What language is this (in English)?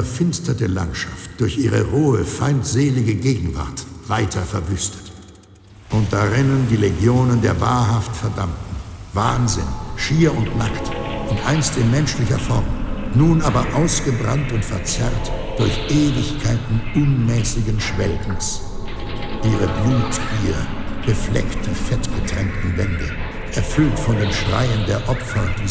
Bavarian